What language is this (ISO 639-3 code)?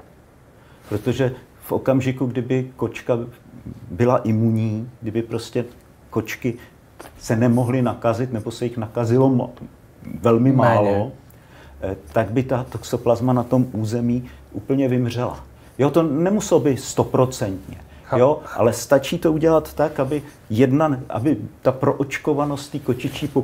ces